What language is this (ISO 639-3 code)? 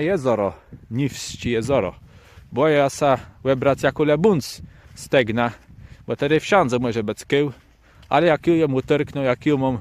csb